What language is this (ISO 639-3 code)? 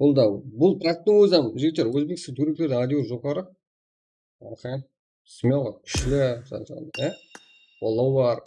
kaa